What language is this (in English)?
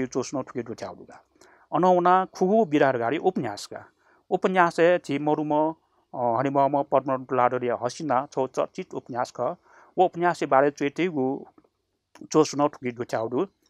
Newari